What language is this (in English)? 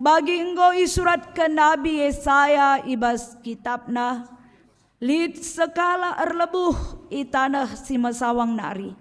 Batak Karo